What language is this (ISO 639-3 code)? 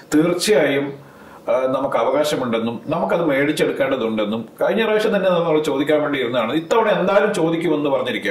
mal